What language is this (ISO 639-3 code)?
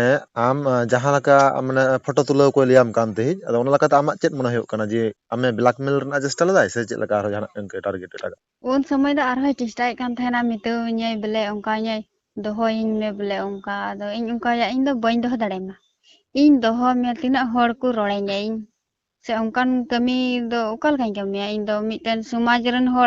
sat